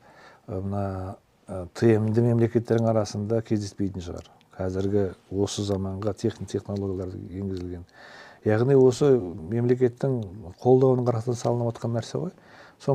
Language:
Kazakh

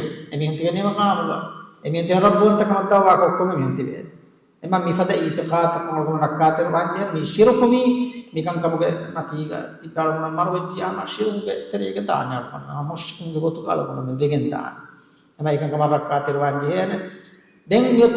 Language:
Divehi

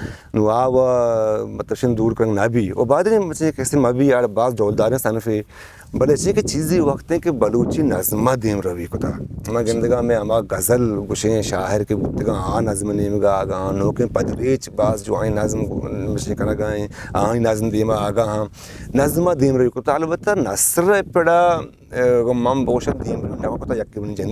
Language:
Eastern Balochi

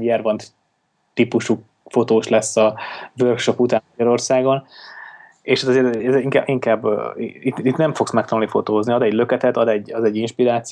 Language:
Hungarian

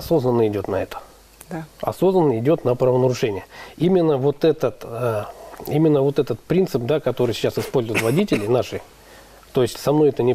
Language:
Russian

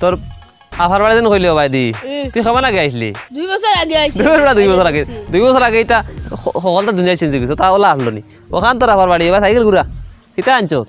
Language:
Sylheti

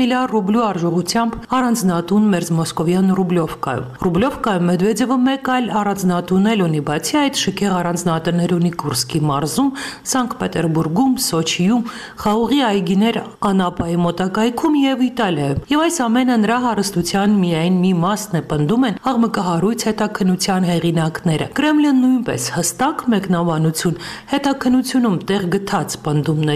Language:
Armenian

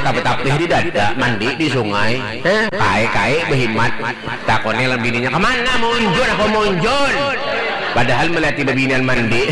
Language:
Banjar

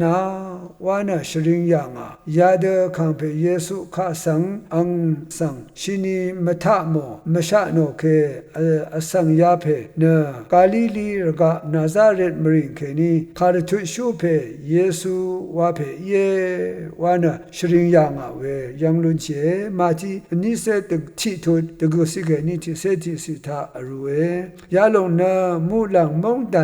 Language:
Rawang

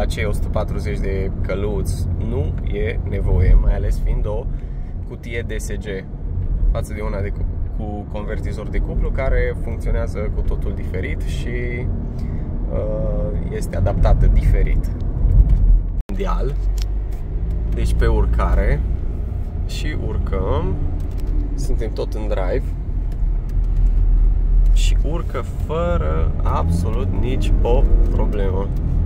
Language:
Romanian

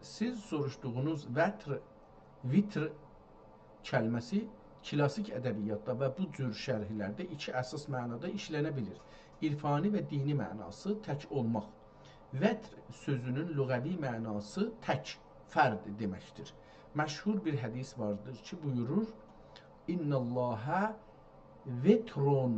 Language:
South Azerbaijani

